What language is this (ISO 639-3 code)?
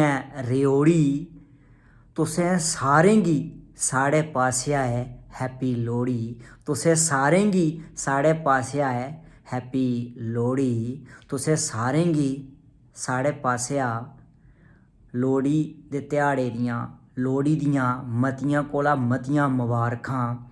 doi